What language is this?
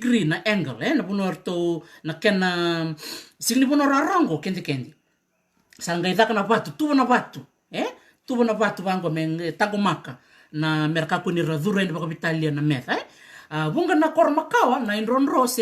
Fijian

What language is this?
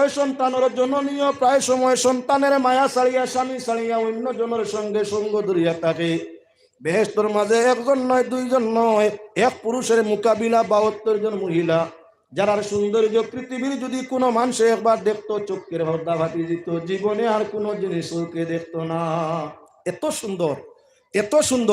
Sylheti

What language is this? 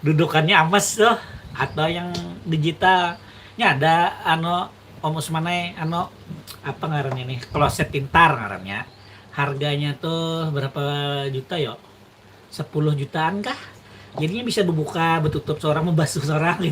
Banjar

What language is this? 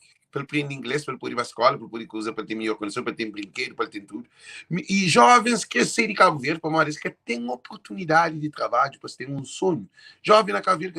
Kabuverdianu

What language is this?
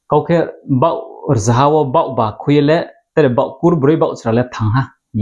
Riang (India)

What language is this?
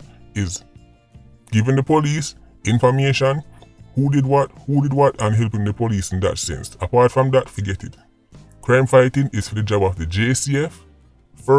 Jamaican Creole English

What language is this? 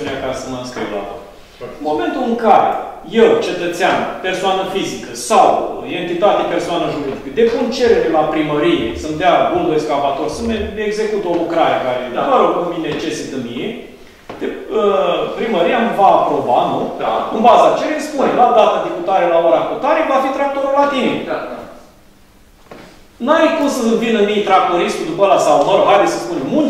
Romanian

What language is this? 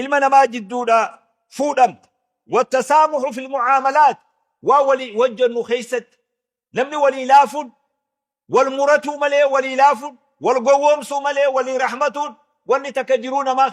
Oromo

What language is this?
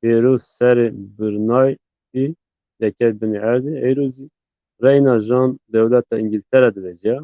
Zaza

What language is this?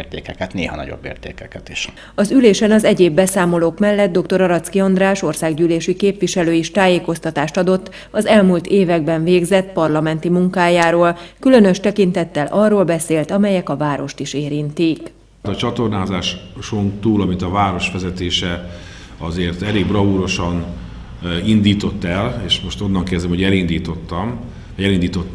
Hungarian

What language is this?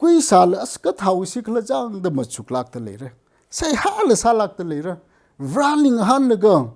Tangkhul Naga (India)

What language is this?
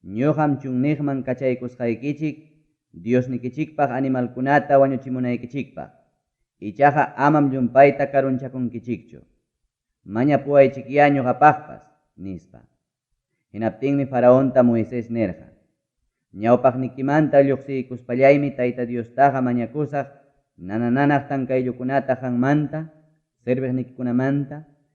Ayacucho Quechua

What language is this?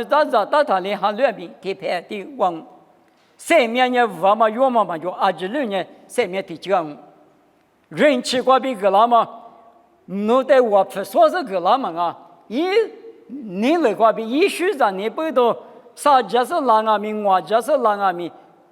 Lisu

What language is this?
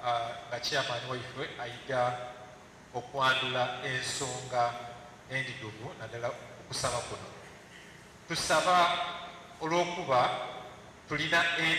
Soga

